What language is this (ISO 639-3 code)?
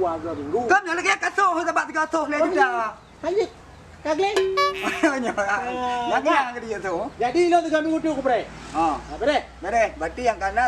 ace